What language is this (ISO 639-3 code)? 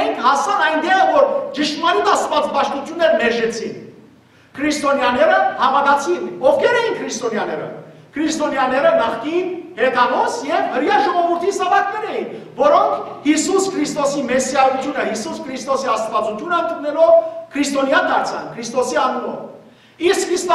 hyw